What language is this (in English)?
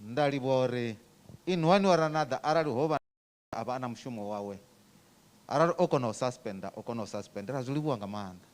Venda